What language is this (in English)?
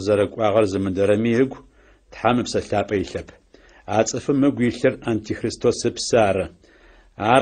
Adyghe